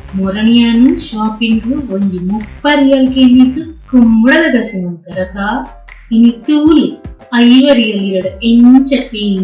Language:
Tulu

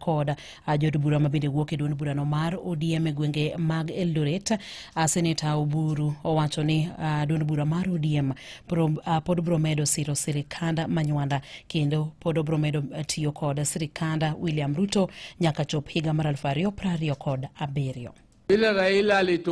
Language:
Luo (Kenya and Tanzania)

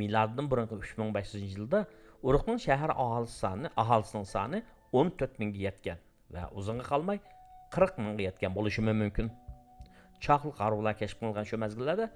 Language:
Uyghur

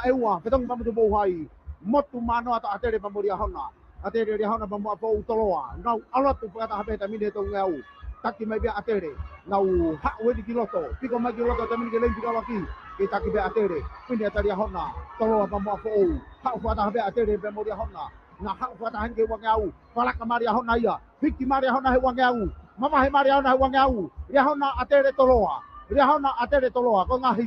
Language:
Tongan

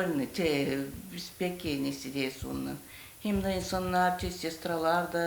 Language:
Gagauz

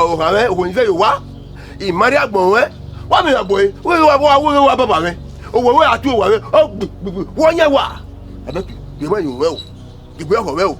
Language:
Bini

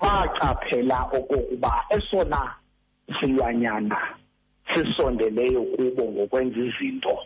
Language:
Xhosa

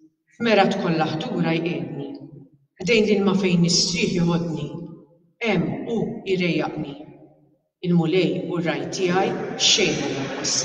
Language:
Maltese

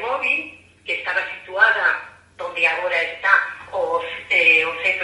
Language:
Galician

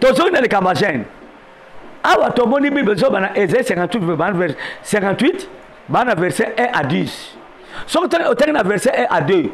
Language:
Lingala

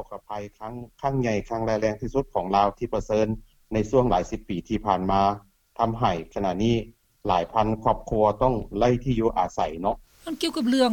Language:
Lao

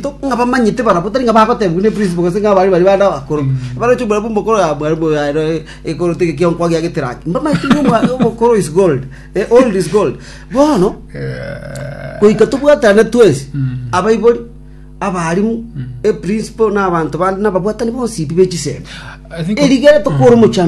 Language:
Gusii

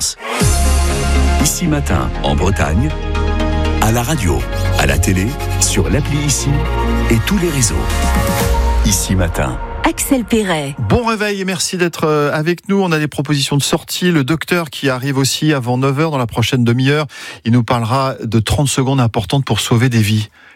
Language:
French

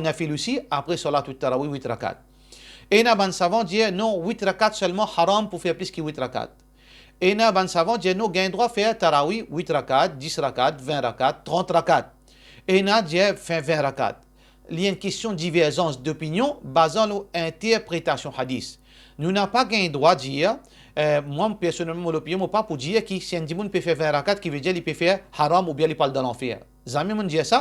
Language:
Morisyen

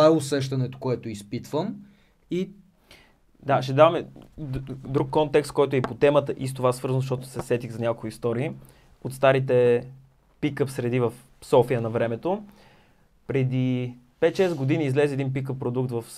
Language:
Bulgarian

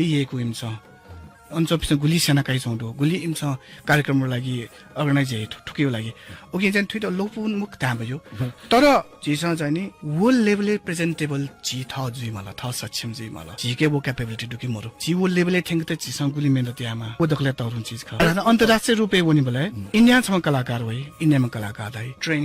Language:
Newari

